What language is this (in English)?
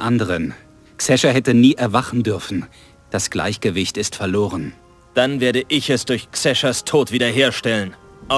Bavarian